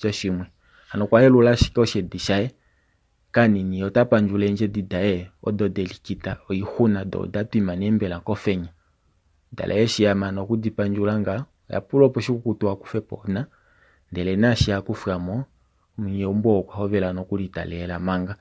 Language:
Kuanyama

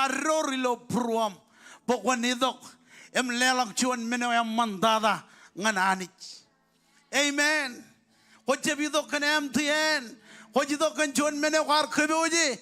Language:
Marshallese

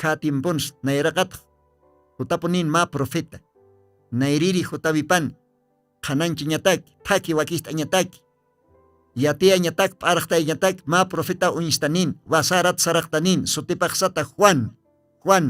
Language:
Aymara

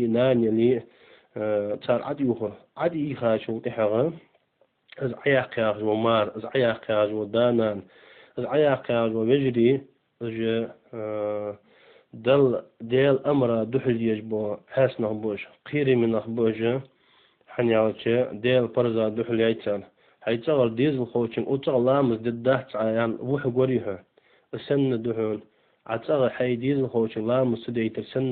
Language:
Ingush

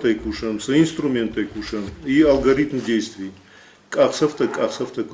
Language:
Ossetic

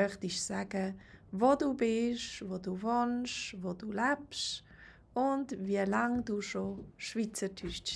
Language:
Swiss German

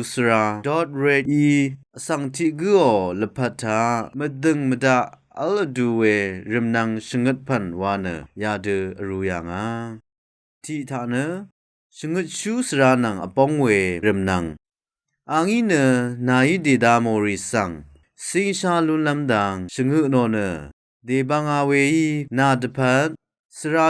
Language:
Rawang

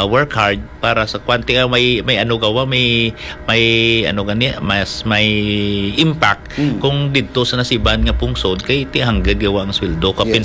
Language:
Hiligaynon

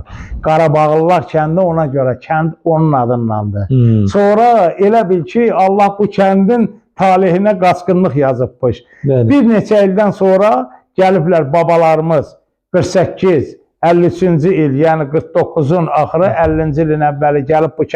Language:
Azerbaijani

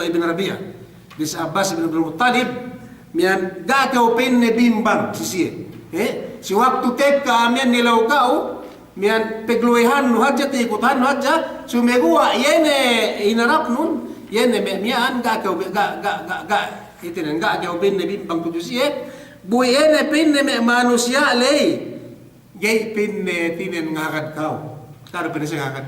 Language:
Yakan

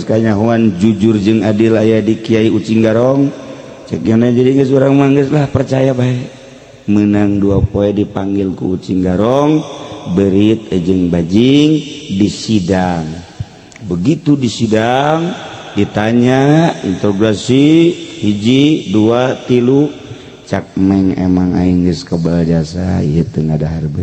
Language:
Sundanese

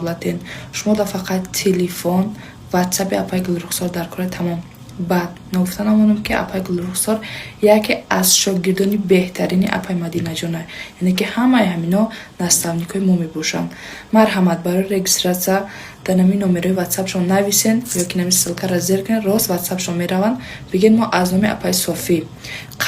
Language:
Tajik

